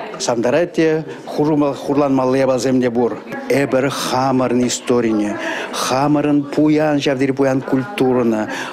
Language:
Chuvash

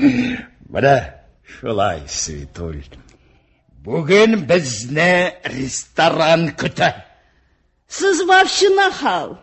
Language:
Tatar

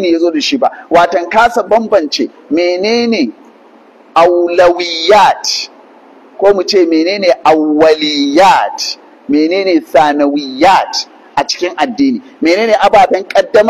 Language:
Hausa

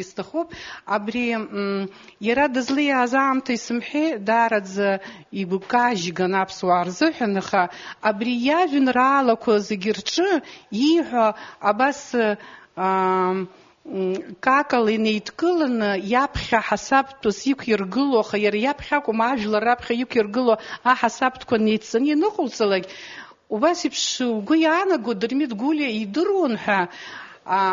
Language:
Abkhazian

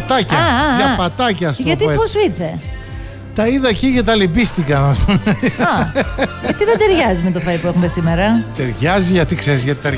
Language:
Greek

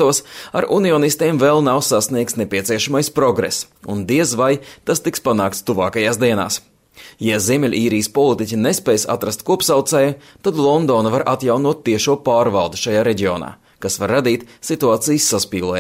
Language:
Latvian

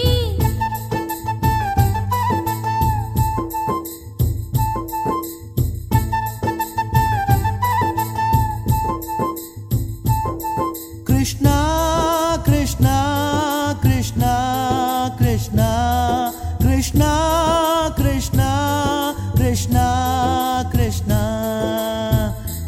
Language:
Kannada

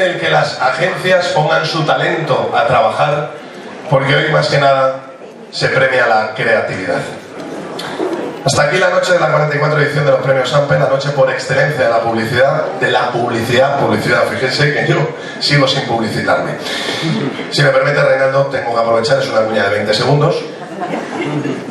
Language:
Spanish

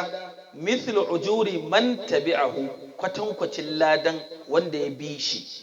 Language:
Hausa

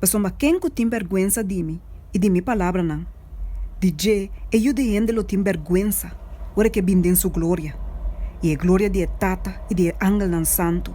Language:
Papiamento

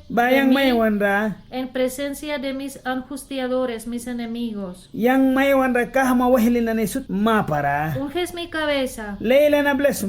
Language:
Mískito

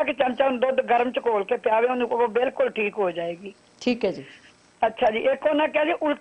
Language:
Punjabi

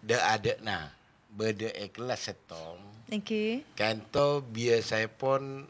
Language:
Madurese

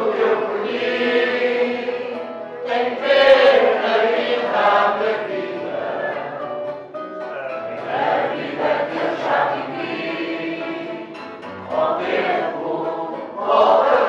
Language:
Portuguese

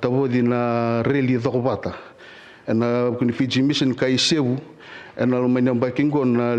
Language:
Fijian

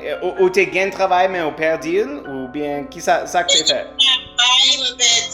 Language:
Haitian Creole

